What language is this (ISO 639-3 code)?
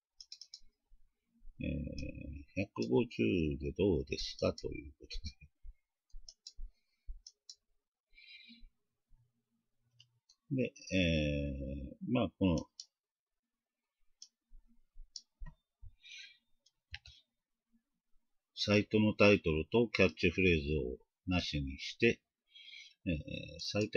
jpn